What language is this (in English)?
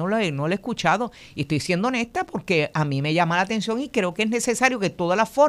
Spanish